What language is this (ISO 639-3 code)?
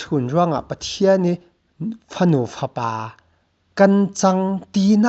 cfm